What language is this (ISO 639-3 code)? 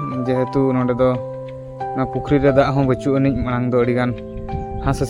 sat